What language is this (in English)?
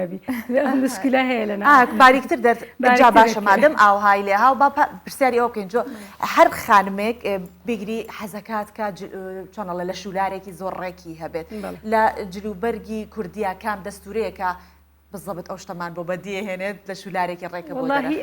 Central Kurdish